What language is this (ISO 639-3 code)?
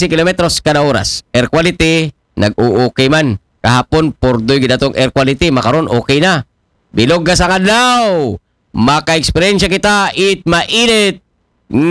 akl